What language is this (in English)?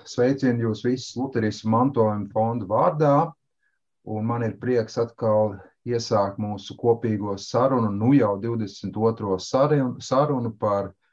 Latvian